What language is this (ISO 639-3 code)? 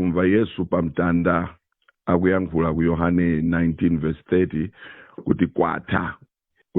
nya